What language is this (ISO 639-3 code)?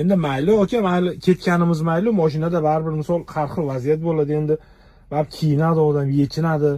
uzb